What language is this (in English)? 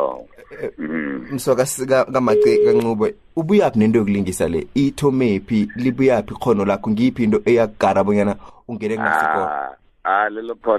South Ndebele